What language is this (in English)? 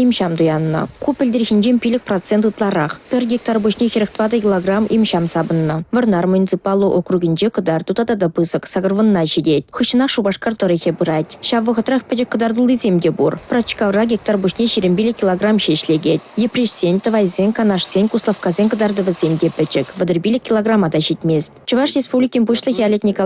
Chuvash